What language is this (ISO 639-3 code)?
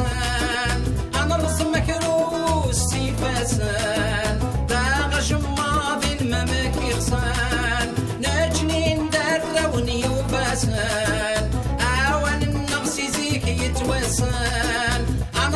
kab